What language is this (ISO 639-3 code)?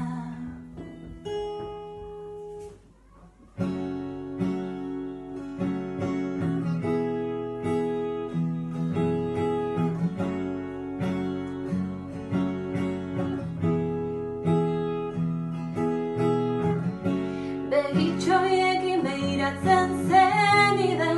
eus